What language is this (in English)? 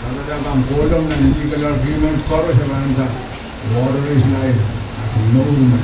Pohnpeian